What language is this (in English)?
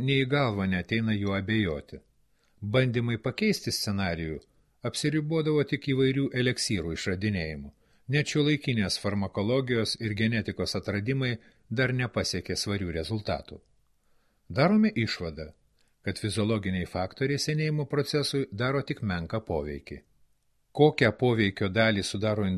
Lithuanian